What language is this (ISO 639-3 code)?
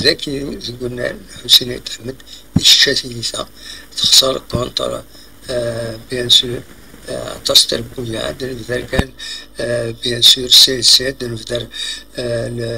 kab